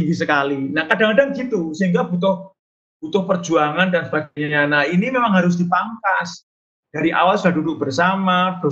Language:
Indonesian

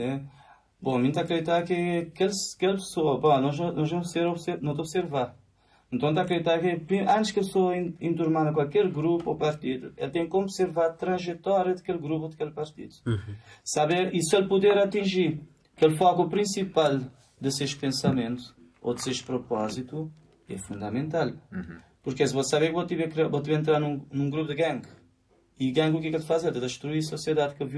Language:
Kabuverdianu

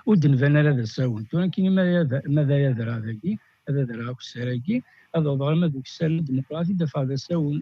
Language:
Kabyle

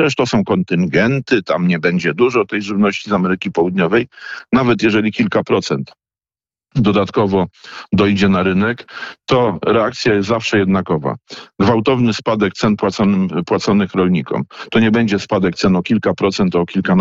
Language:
Polish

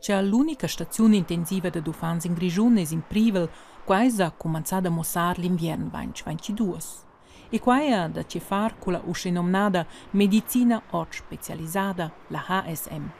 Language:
Romansh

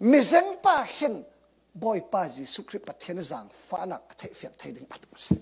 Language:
Falam Chin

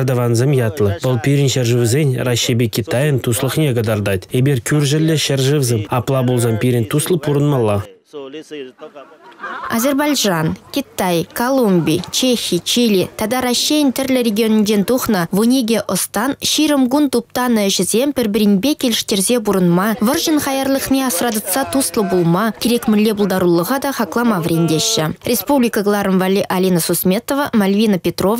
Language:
Chuvash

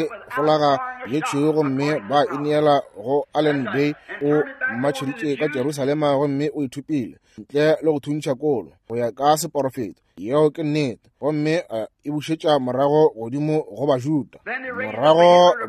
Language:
Northern Sotho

